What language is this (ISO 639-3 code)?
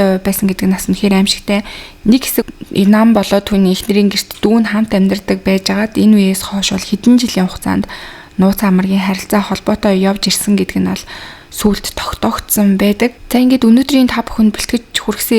mon